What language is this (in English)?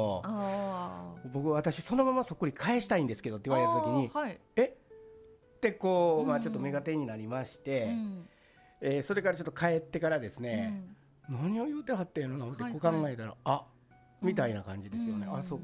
Japanese